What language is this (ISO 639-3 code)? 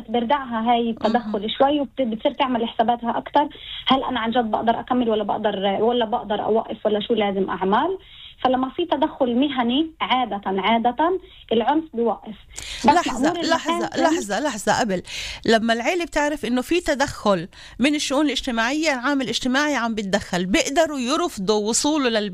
apc